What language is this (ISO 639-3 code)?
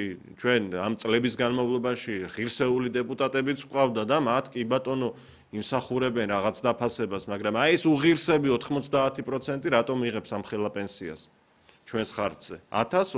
kat